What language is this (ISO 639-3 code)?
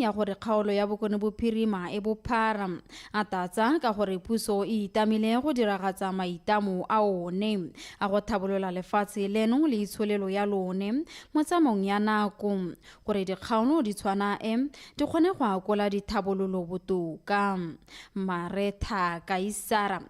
tsn